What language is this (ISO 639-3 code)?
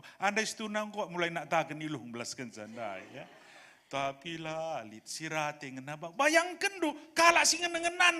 btx